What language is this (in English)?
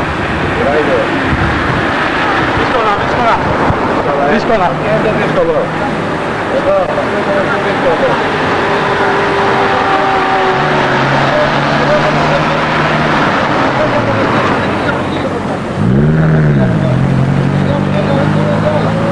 Greek